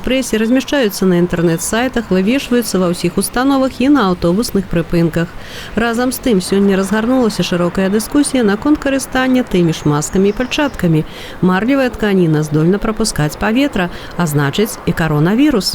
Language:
Belarusian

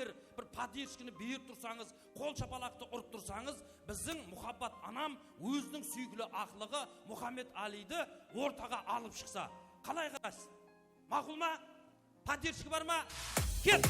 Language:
Kara-Kalpak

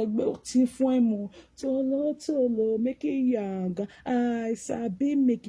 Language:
Nigerian Pidgin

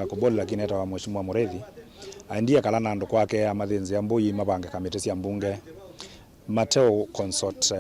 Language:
Kamba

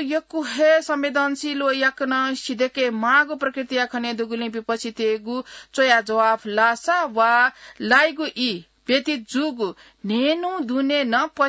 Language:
Newari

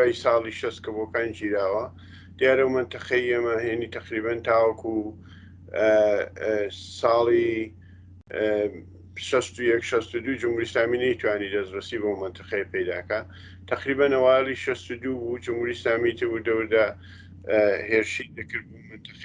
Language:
Central Kurdish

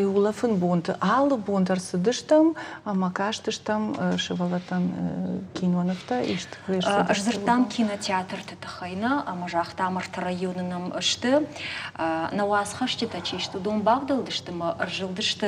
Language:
Ossetic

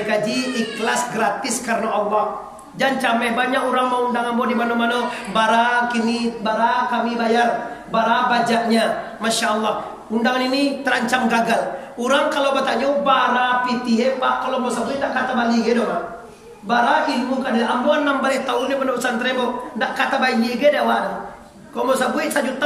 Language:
Minangkabau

